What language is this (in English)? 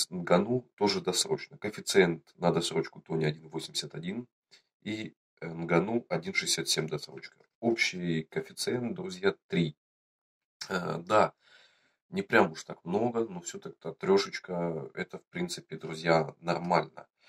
Russian